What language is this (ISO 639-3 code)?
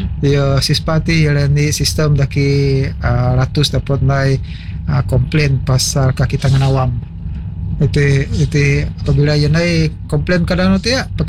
msa